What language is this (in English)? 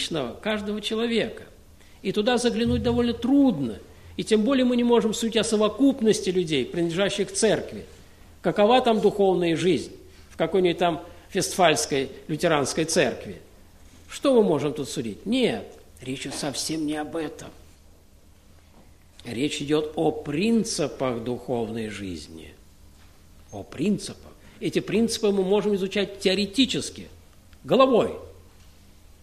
Russian